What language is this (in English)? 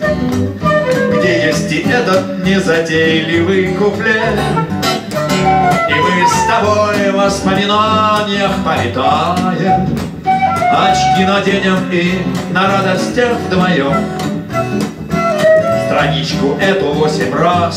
Russian